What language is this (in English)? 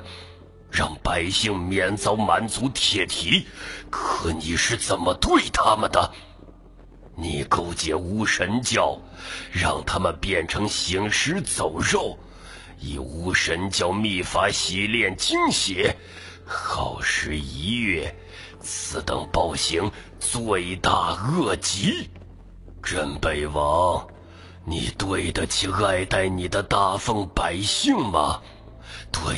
Chinese